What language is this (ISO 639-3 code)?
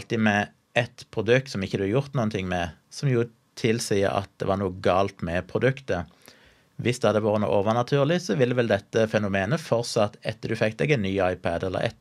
nor